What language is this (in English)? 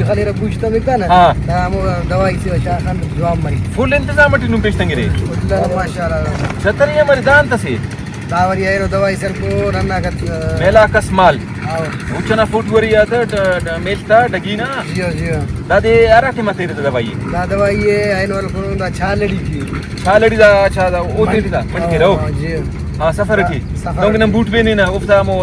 Brahui